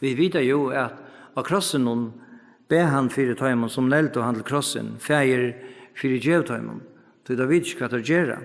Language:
Faroese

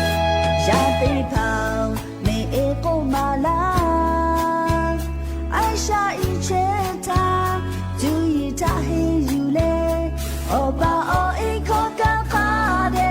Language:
Lahu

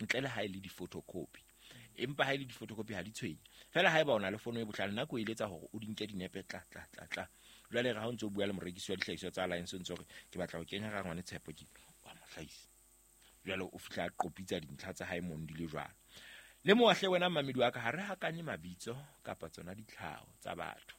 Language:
Southern Sotho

